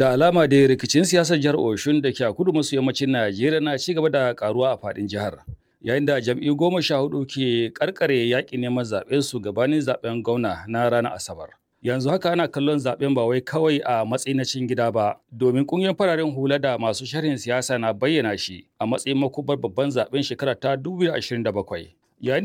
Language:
Hausa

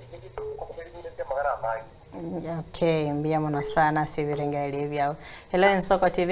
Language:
Gusii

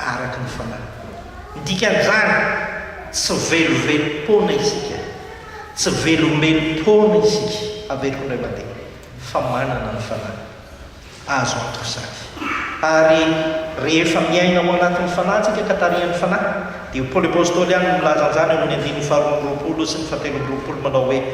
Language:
Malagasy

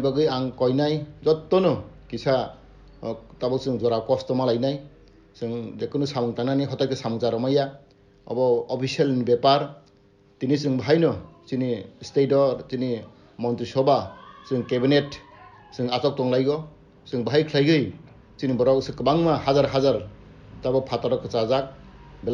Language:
Kok Borok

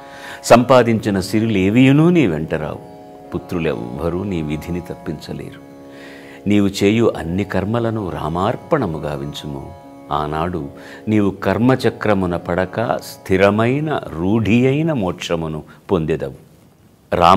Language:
Telugu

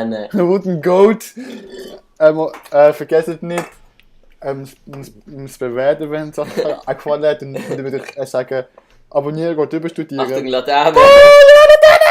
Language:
Swiss German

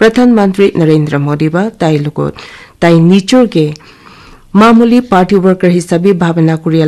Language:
Naga Pidgin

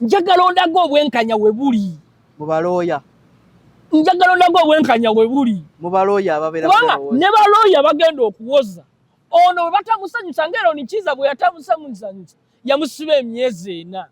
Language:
Ganda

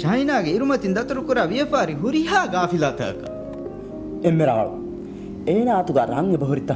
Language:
Divehi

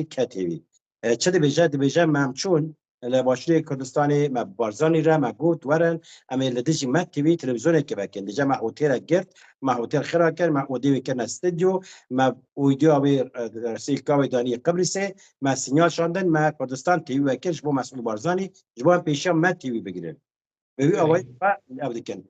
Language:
Kurdish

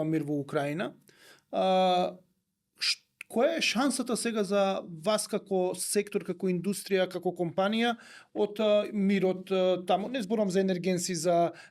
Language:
Macedonian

